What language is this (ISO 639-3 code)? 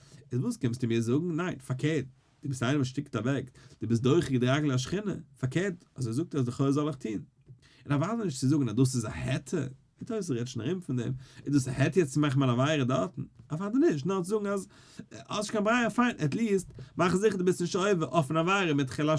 yid